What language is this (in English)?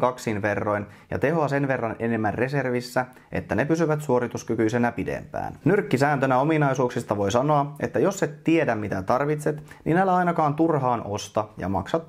Finnish